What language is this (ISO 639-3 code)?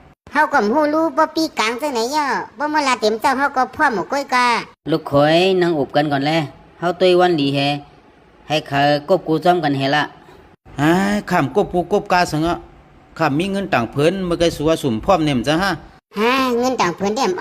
shn